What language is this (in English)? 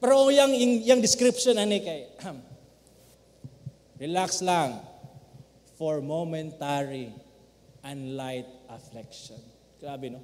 Cebuano